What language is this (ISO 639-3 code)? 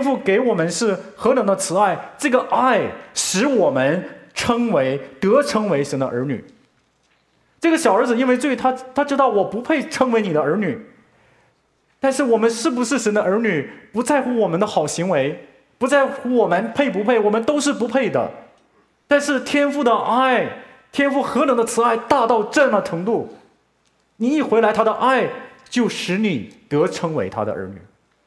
zho